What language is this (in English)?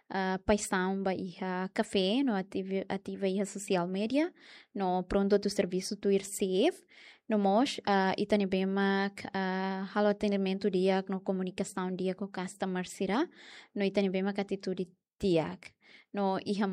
Tetum